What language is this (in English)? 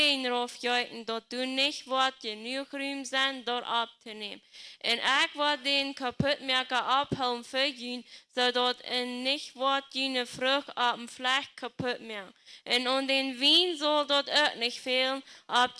Plautdietsch